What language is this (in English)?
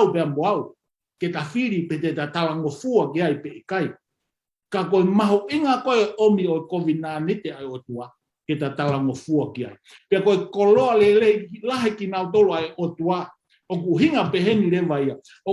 Tongan